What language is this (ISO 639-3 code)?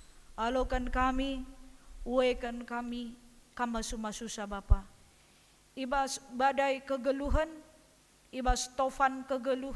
btx